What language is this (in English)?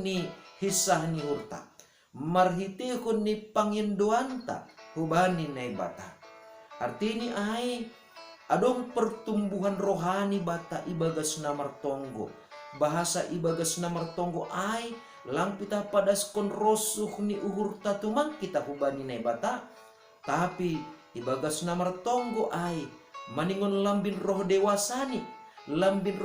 Batak Simalungun